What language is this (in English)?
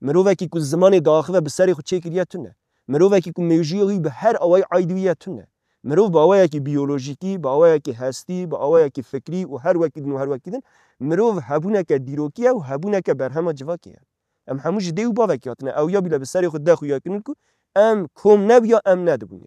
Kurdish